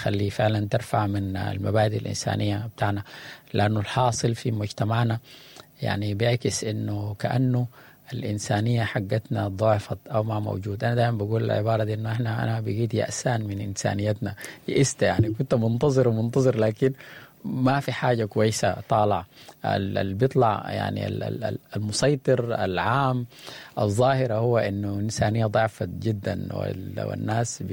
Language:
Sudanese Arabic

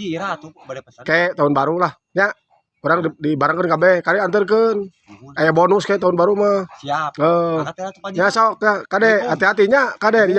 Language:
Sundanese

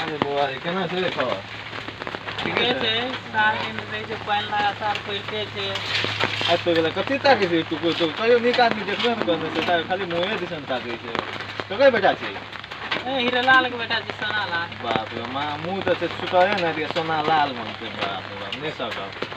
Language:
Maithili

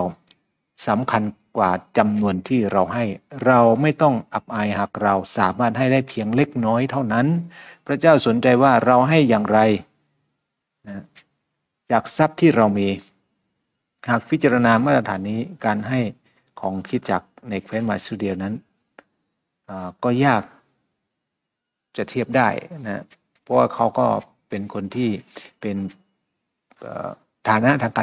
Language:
Thai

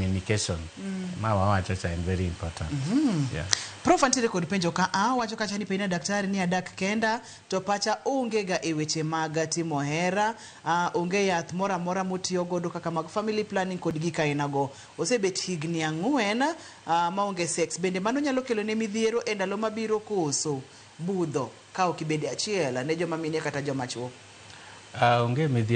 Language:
Luo (Kenya and Tanzania)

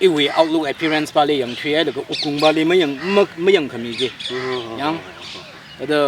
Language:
Tangkhul Naga (India)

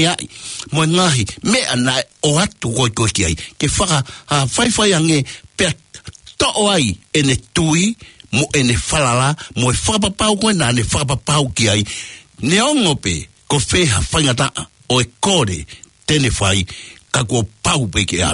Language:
Tongan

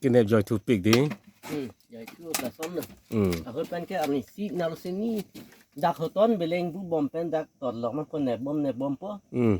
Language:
Karbi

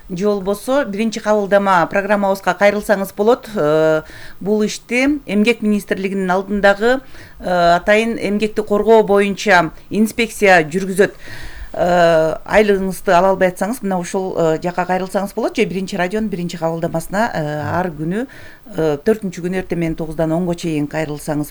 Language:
Kyrgyz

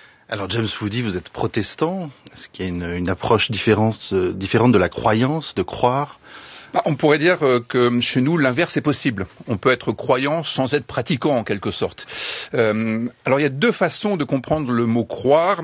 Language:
French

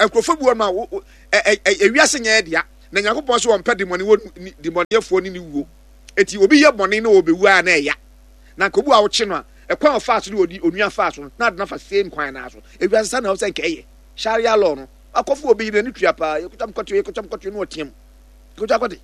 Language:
Akan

